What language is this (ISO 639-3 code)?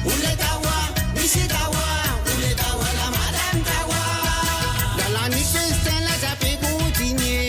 mfe